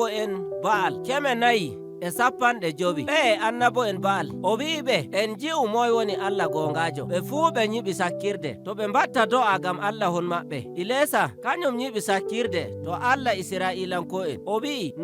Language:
Nigerian Fulfulde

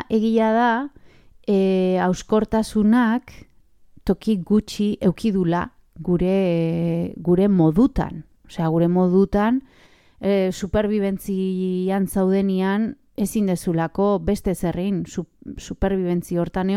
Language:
Basque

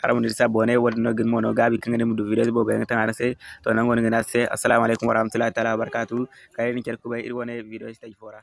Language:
Zarma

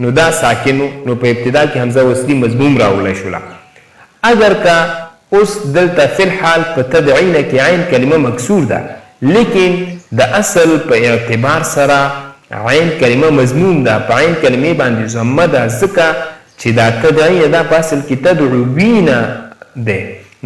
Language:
Pashto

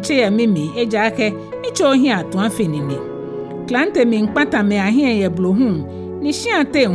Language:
Ga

